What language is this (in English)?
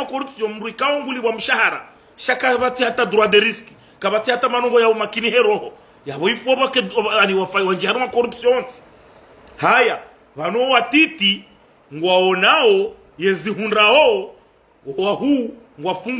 Ngazidja Comorian